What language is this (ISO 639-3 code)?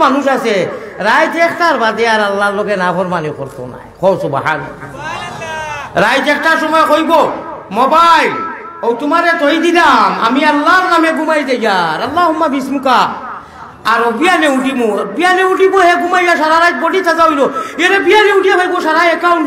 syl